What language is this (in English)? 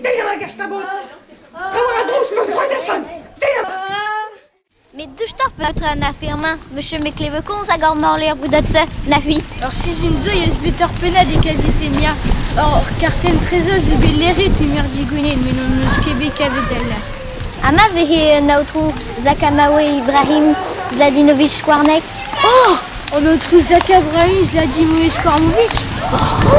Breton